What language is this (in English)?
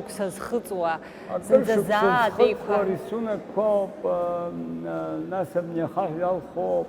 Abkhazian